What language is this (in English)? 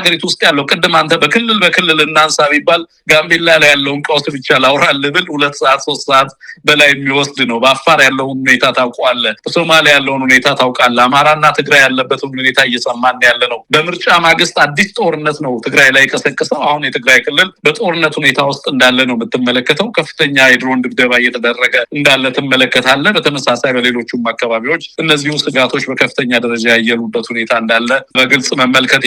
Amharic